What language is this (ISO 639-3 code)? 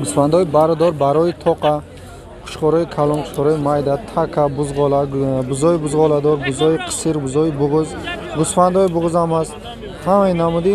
tgk